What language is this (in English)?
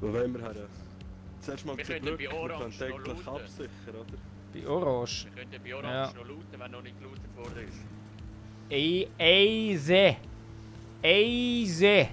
Swiss German